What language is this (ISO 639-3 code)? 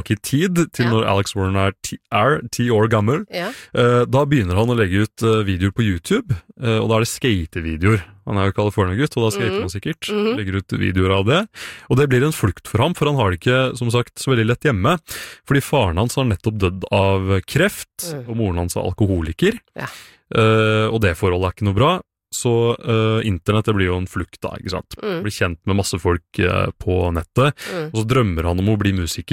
nor